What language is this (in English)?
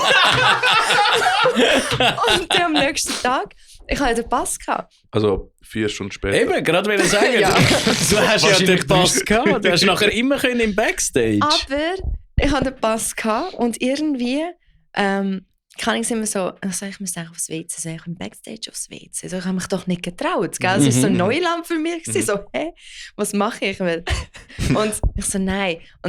Swiss German